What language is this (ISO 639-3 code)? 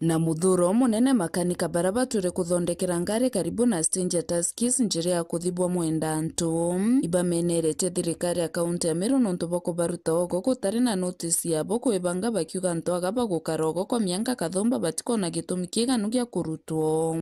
mer